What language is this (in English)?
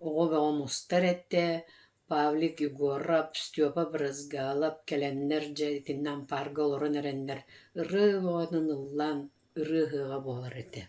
Yakut